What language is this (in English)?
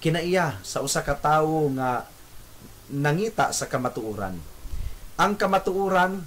Cebuano